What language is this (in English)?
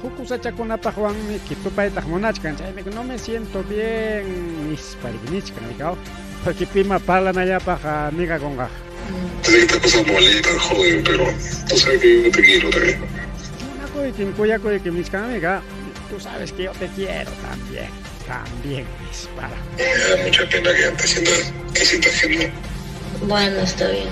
Ayacucho Quechua